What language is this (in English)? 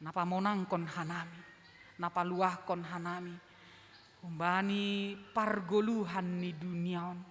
Batak Simalungun